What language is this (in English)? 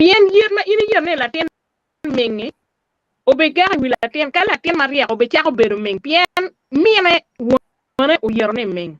Acoli